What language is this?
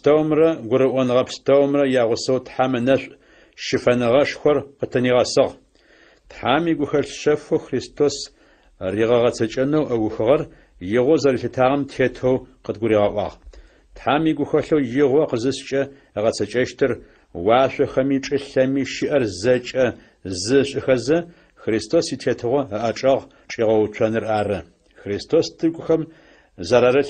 Adyghe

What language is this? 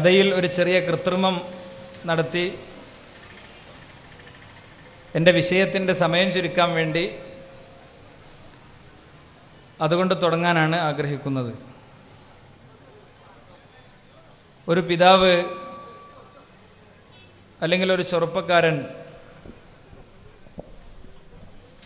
Malayalam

